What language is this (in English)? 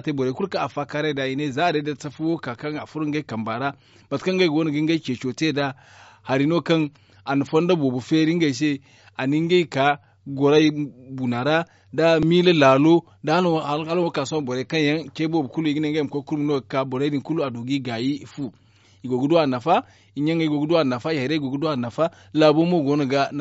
Zarma